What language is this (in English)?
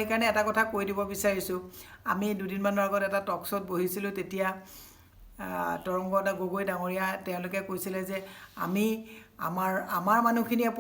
Assamese